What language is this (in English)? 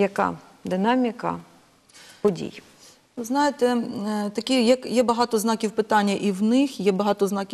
Ukrainian